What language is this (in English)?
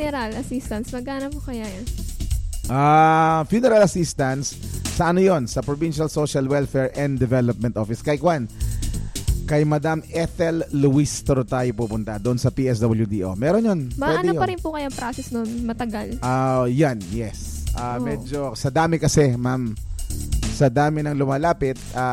Filipino